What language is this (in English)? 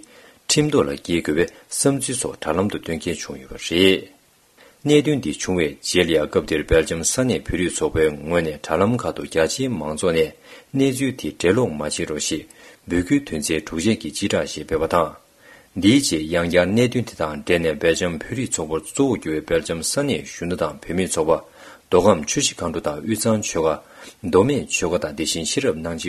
Tibetan